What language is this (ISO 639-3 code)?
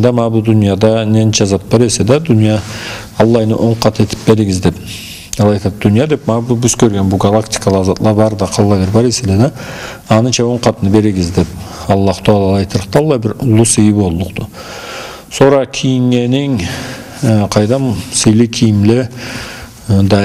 krc